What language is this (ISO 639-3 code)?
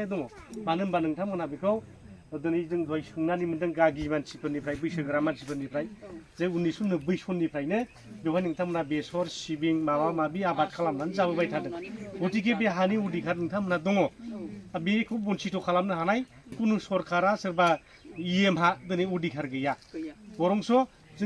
brx